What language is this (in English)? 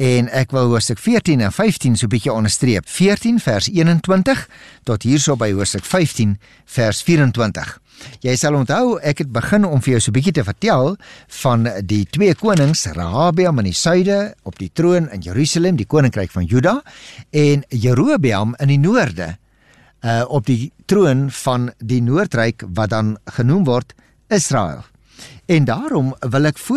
Afrikaans